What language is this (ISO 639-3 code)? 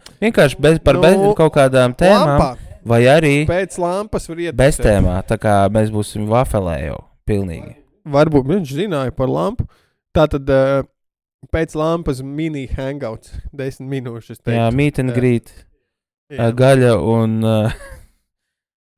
lav